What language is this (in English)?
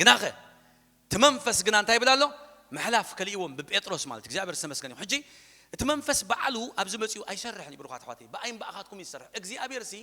Tigrinya